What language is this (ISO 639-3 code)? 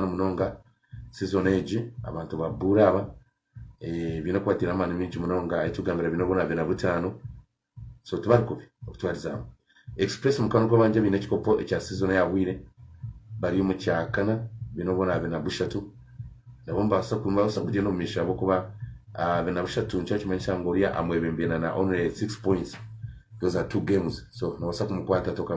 nyn